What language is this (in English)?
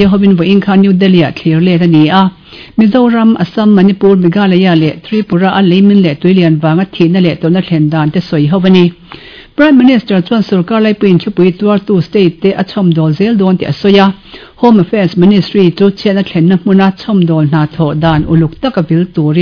Mizo